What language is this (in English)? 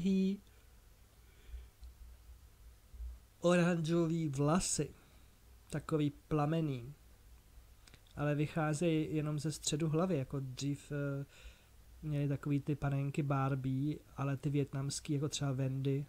Czech